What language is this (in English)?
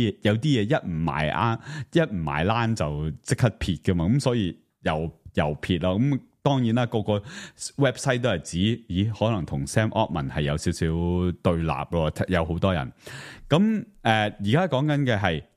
Cantonese